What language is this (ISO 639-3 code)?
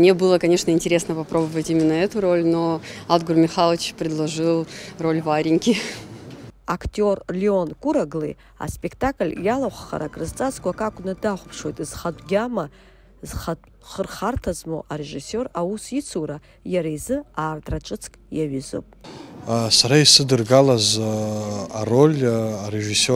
abk